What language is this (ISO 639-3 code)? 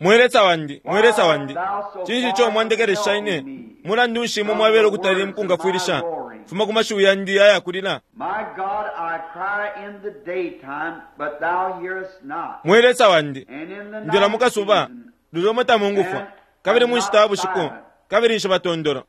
bem